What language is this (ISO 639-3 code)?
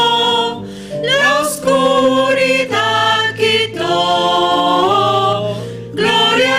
quh